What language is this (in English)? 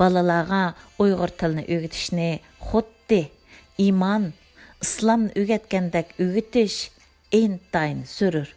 Uyghur